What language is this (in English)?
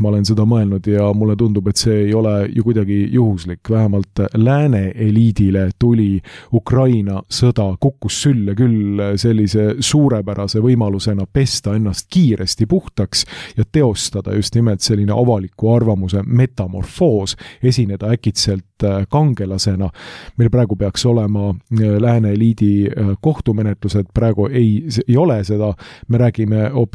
Estonian